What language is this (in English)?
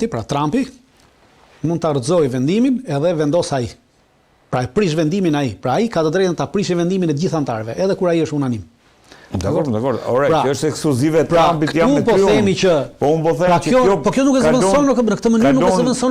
Albanian